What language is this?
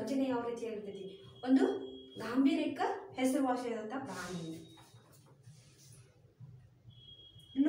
Kannada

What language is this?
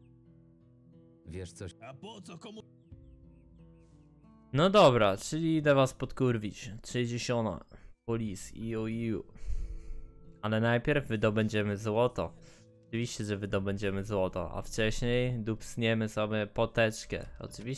Polish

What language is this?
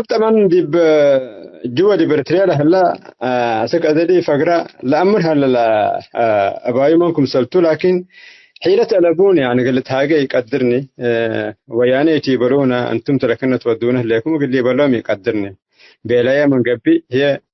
Tigre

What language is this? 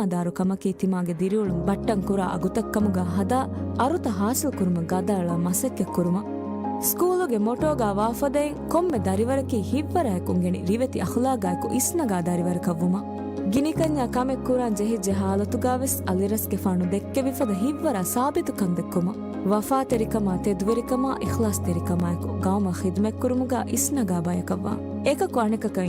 Divehi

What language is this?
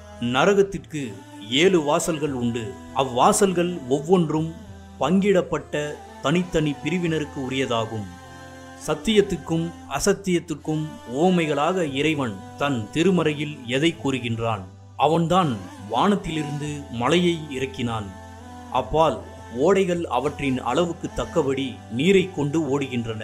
Tamil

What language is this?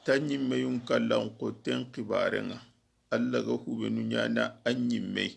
Soninke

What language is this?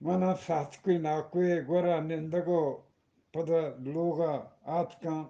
Eastern Balochi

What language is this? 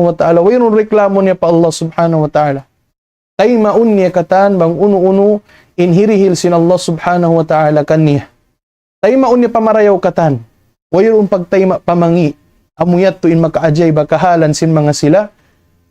Tausug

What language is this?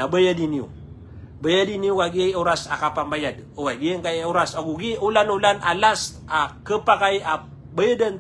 Maranao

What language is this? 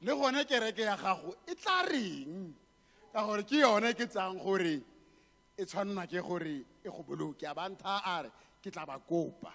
Tswana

